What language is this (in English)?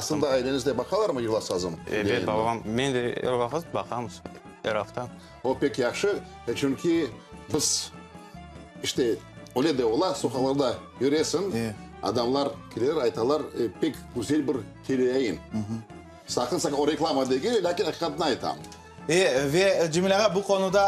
Crimean Tatar